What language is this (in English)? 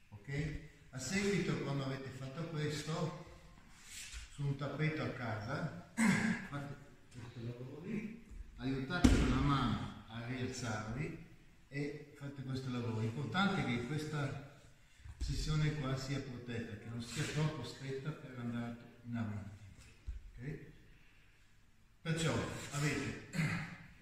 Italian